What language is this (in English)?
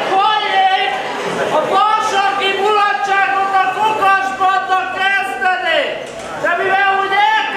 Hungarian